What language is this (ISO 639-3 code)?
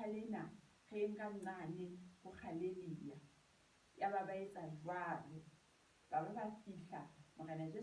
sot